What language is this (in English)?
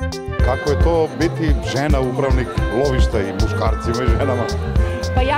Serbian